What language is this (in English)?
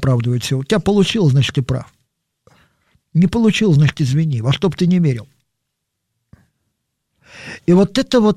Russian